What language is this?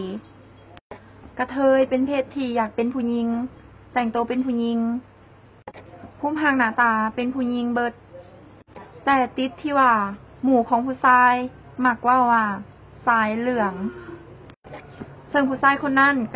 Lao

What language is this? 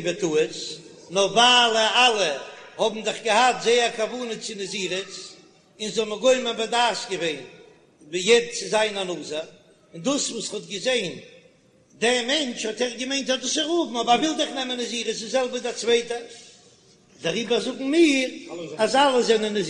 Yiddish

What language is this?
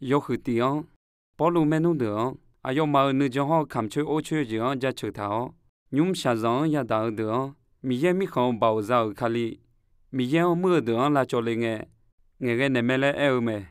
Akha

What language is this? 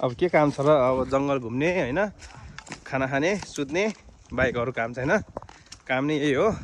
Nepali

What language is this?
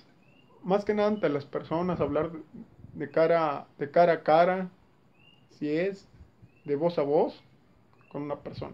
Spanish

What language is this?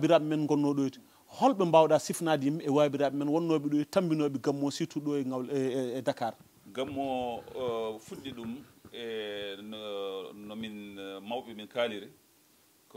Fula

